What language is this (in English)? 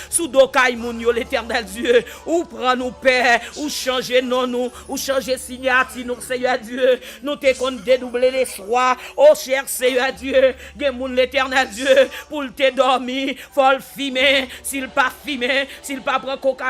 Haitian Creole